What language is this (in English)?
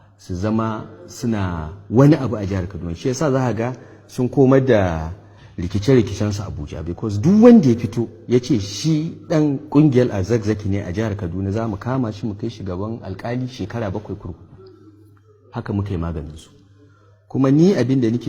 Hausa